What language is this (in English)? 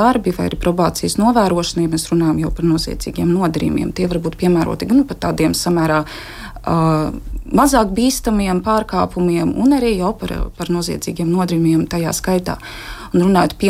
Latvian